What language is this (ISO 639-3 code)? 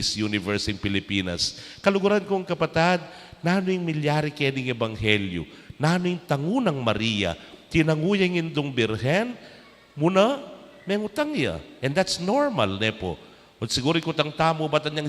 pam